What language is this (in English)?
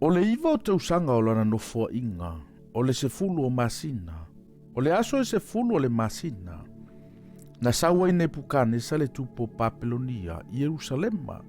Samoan